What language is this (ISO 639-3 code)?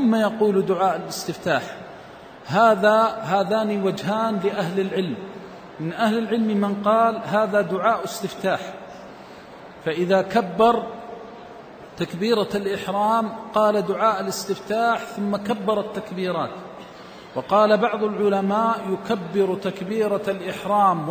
ara